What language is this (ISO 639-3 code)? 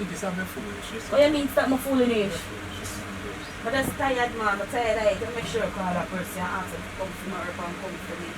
jam